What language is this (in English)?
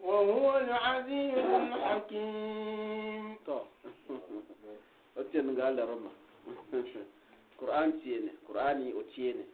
Gourmanchéma